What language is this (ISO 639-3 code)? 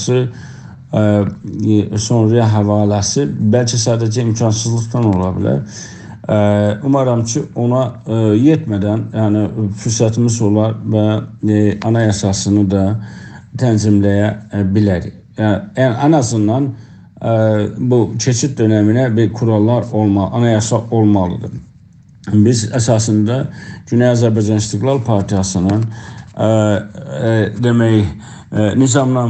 azb